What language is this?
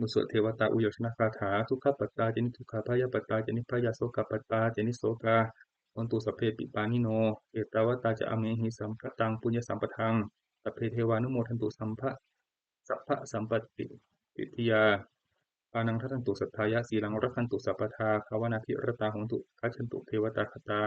Pali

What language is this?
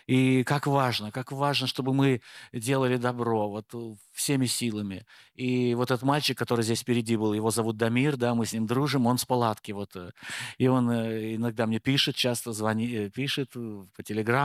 Russian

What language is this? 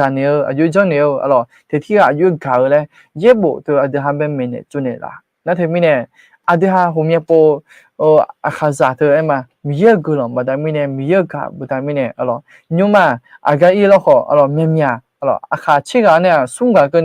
Akha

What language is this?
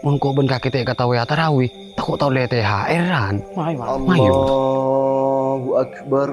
Madurese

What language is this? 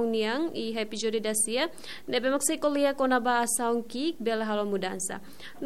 Tetum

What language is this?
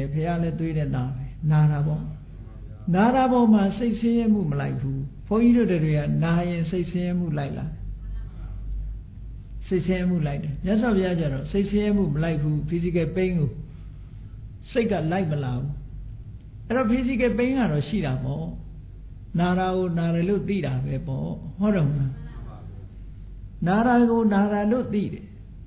Burmese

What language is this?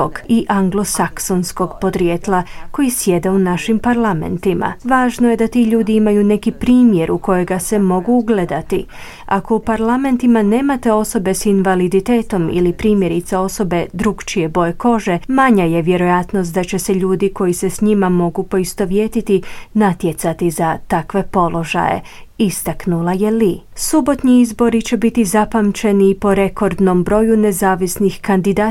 Croatian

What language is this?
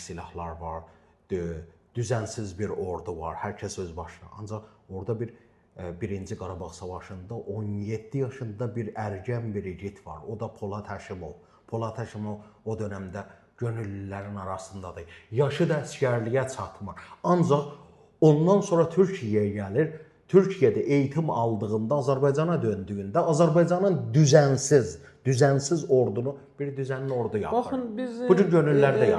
Azerbaijani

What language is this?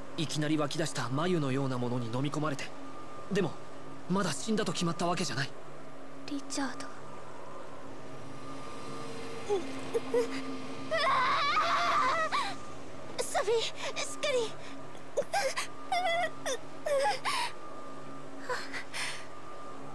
Japanese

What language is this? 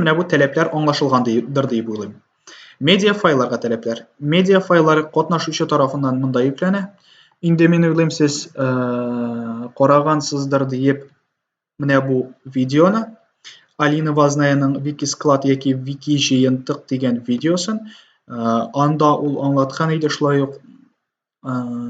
Tatar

